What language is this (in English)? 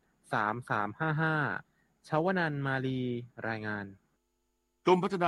Thai